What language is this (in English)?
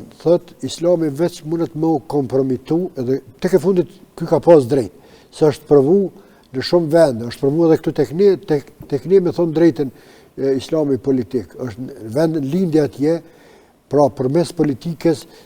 Albanian